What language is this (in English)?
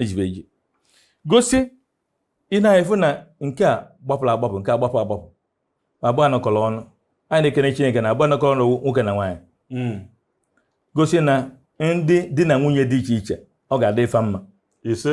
Igbo